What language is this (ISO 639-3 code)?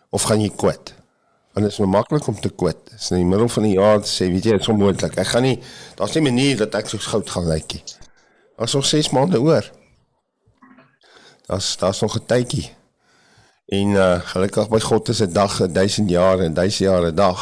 afr